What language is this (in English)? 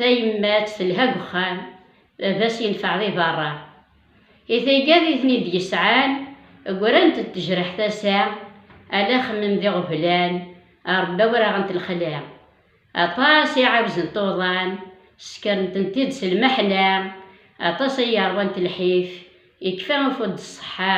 Kabyle